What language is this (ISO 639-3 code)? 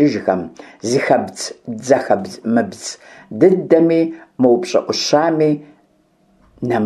kbd